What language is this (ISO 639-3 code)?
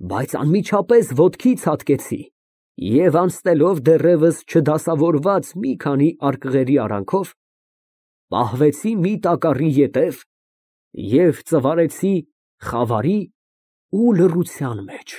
hye